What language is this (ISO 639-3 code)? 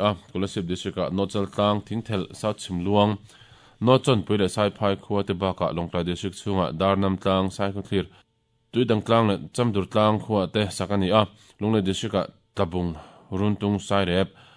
lus